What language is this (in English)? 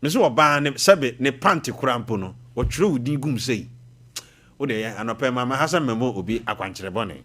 Akan